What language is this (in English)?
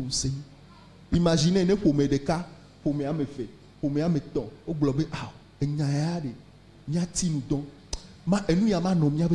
Ewe